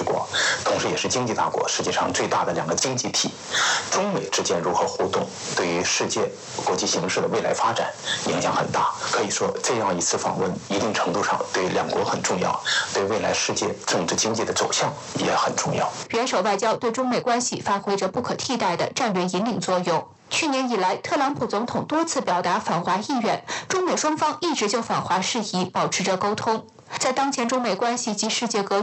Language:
Chinese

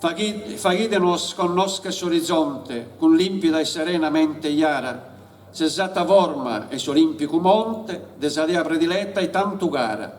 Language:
Sardinian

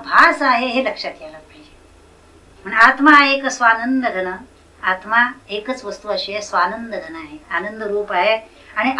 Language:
Marathi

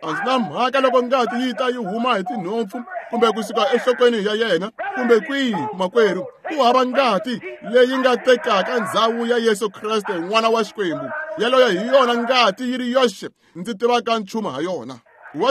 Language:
Tsonga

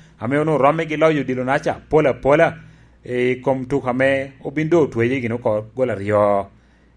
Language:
Lango (Uganda)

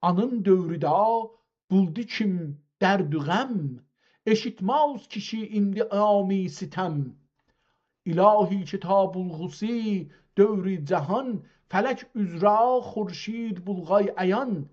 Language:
South Azerbaijani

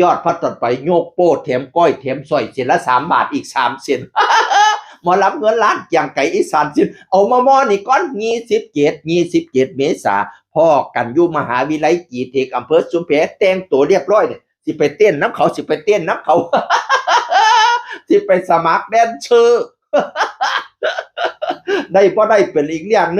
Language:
Northeastern Thai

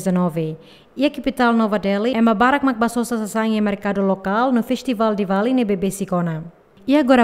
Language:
Tetum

